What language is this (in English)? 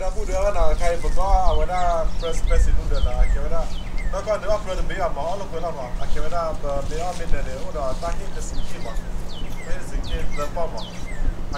S'gaw Karen